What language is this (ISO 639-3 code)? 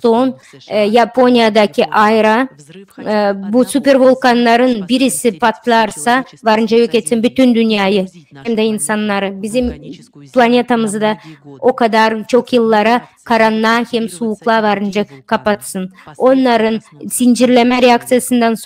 gag